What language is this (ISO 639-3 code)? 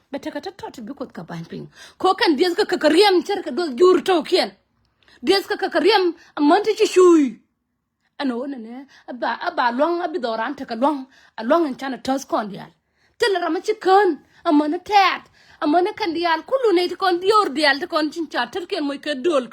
nus